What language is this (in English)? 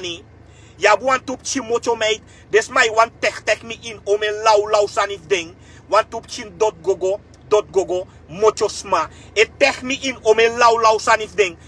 Sranan Tongo